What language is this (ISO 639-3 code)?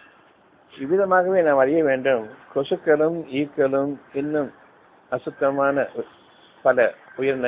tam